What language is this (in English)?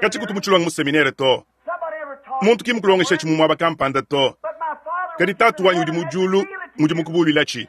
Luba-Lulua